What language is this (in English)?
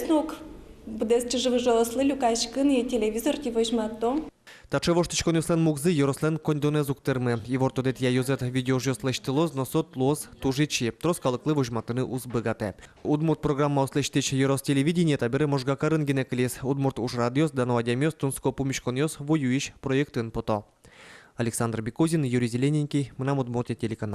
Udmurt